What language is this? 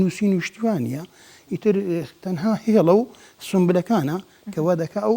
Central Kurdish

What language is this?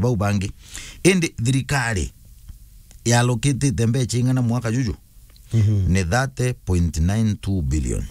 Meru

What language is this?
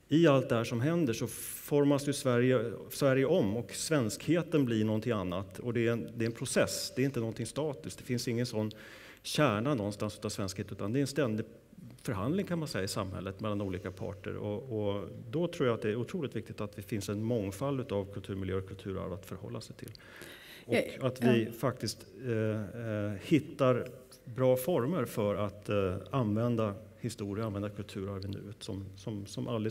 Swedish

